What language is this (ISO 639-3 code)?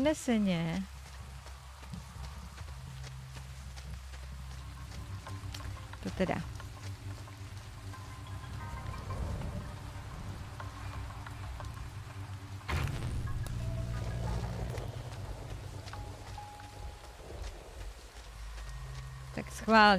ces